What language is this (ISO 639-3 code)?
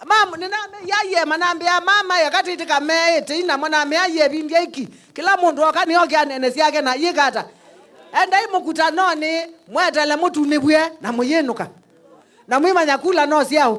kam